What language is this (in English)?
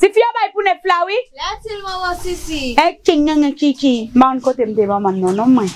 Haitian Creole